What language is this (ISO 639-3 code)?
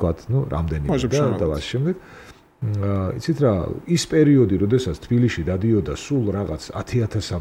kat